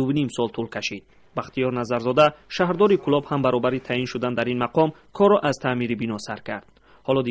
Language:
Tajik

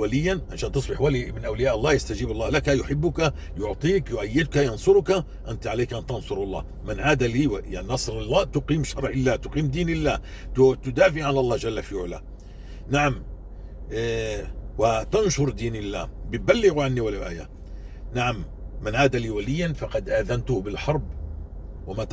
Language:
North Levantine Arabic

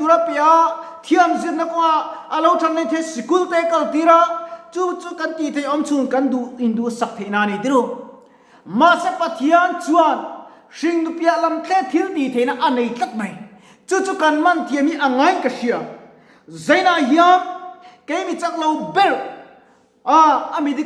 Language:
Mizo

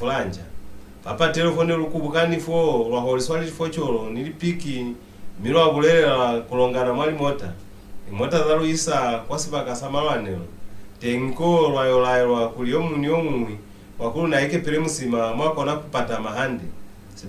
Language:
Lozi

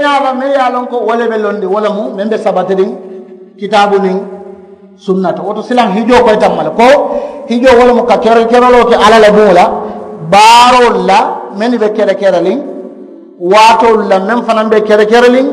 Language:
Mandingo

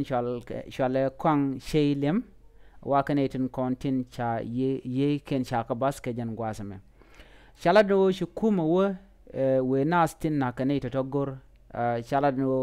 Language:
Nuer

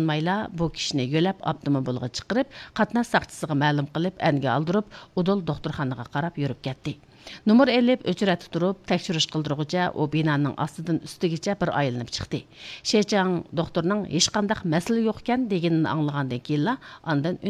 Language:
Uyghur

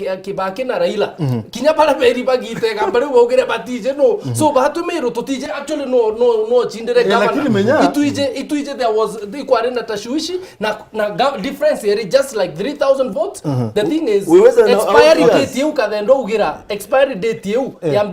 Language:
Meru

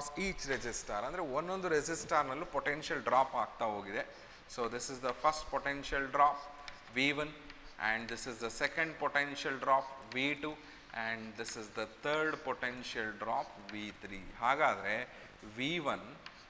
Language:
Kannada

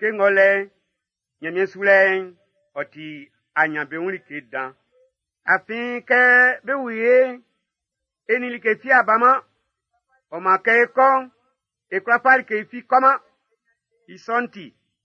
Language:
Baoulé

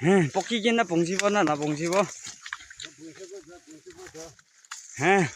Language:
Naga Pidgin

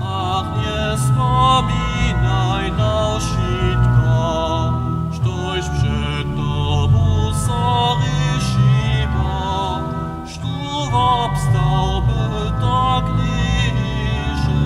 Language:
Upper Sorbian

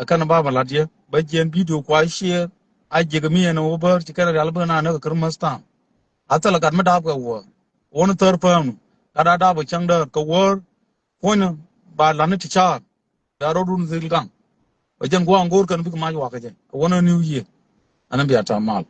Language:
Nuer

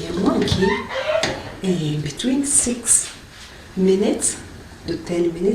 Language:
Meru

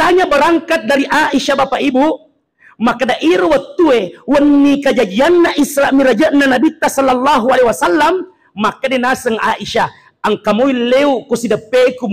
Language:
Buginese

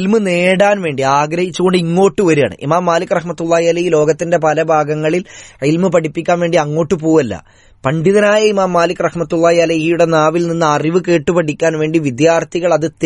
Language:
Malayalam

